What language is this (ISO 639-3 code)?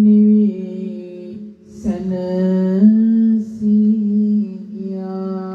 sin